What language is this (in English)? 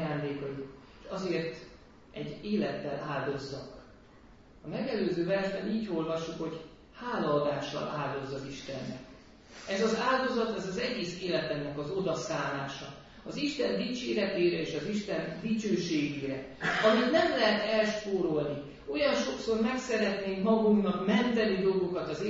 Hungarian